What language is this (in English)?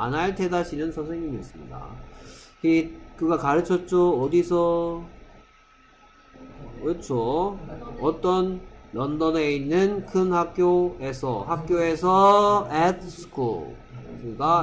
Korean